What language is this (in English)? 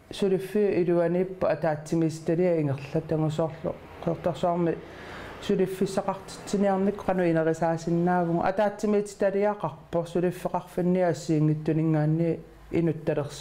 Kalaallisut